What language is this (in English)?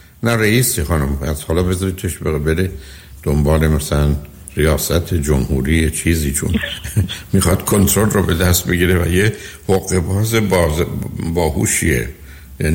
Persian